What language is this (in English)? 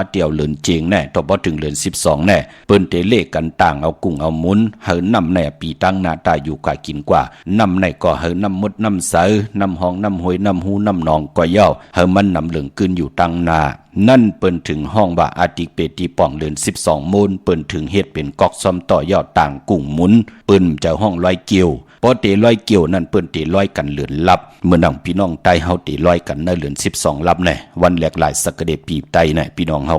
Shan